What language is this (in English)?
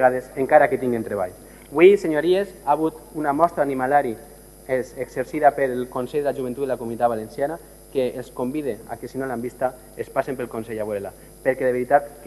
Catalan